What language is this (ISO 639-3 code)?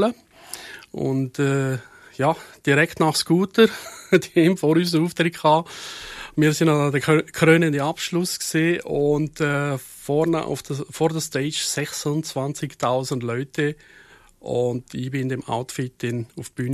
gsw